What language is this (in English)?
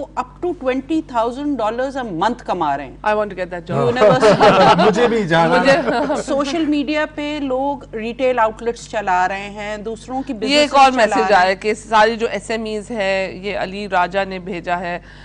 Urdu